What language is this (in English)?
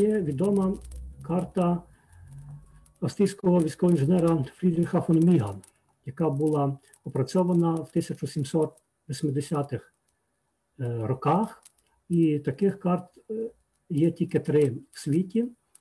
Ukrainian